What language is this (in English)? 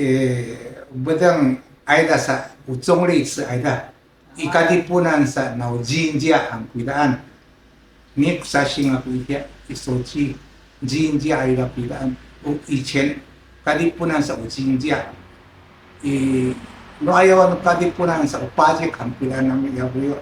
Sakizaya